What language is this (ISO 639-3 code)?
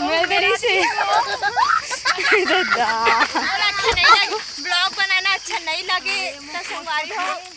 hne